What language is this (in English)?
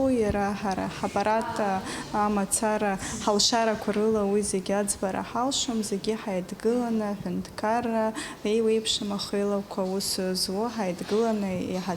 Abkhazian